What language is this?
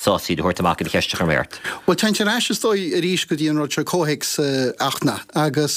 Irish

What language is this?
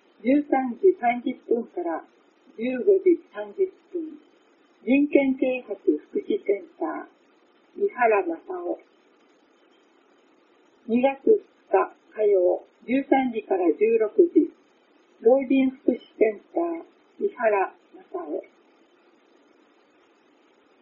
Japanese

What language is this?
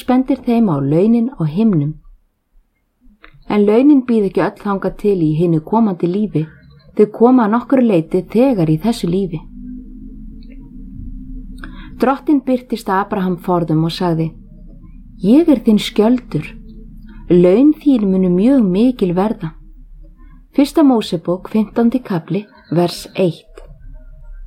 Icelandic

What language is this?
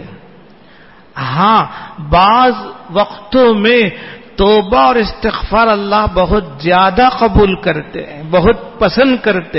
Urdu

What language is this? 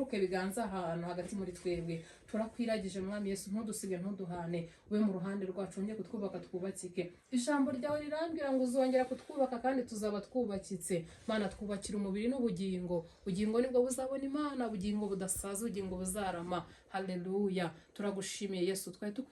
Kinyarwanda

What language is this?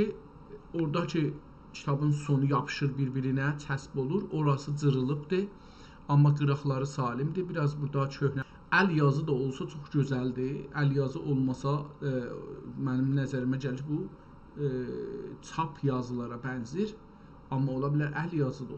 South Azerbaijani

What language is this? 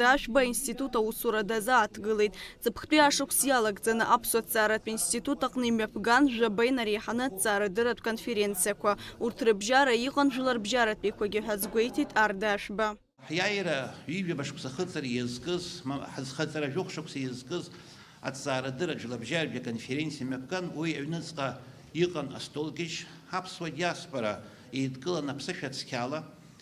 Abkhazian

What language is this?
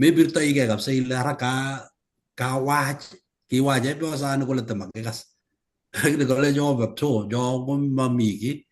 Kalenjin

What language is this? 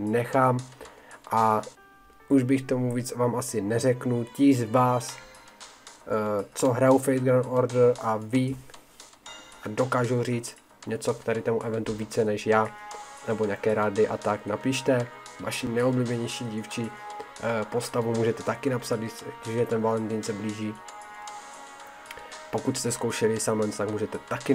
Czech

